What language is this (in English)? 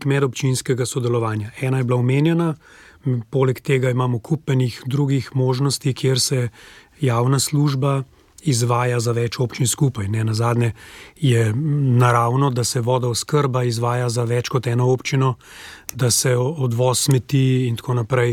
Slovenian